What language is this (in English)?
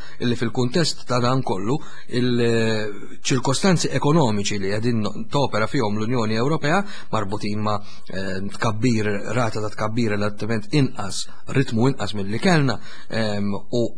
Maltese